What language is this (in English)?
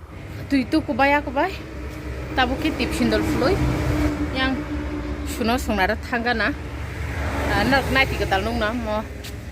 Kok Borok